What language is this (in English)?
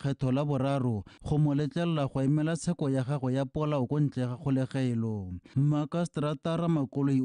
Tswana